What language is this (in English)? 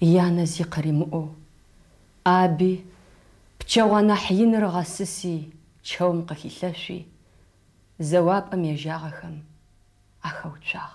Adyghe